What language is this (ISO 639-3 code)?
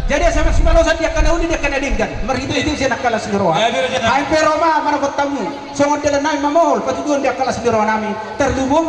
bbc